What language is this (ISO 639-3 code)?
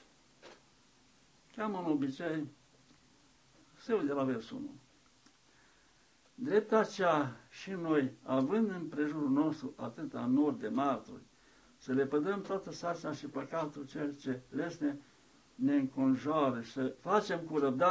ron